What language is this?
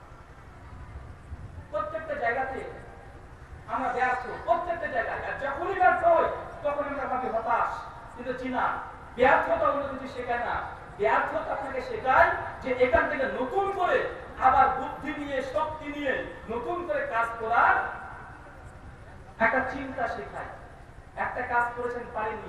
Bangla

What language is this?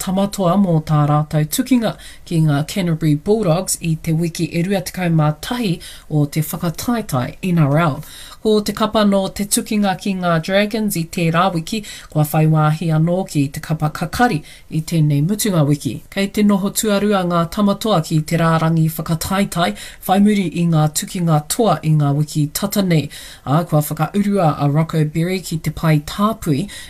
Māori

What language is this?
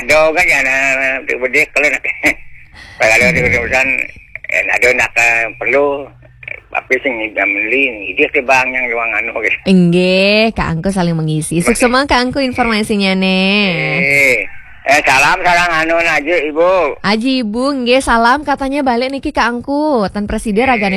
Balinese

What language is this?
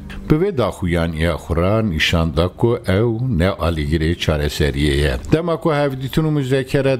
Kurdish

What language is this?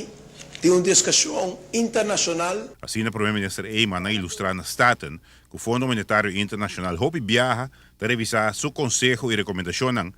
Papiamento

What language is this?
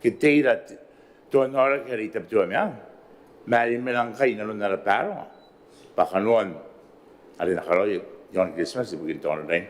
Gilbertese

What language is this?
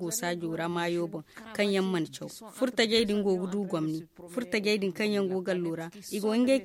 Zarma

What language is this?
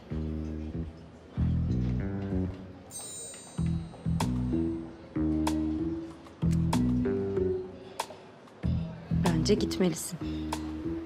Turkish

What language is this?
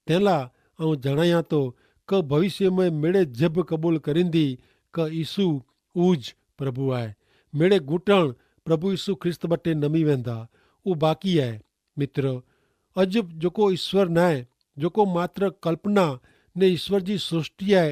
Kachhi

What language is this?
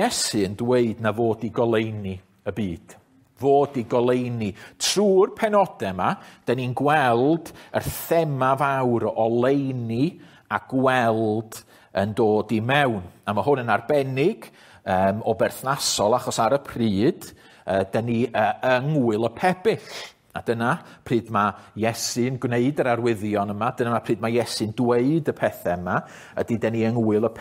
Welsh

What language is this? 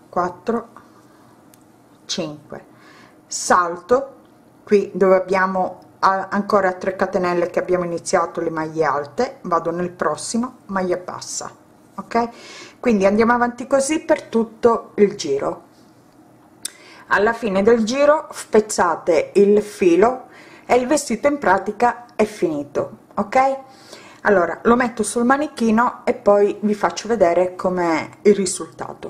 Italian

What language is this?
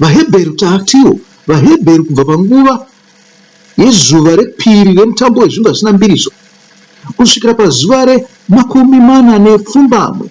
Shona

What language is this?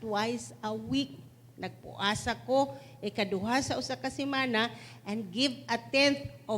Cebuano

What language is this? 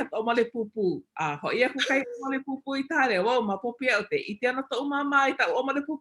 Hawaiian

